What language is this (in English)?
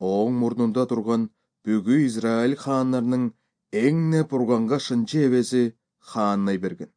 Kyrgyz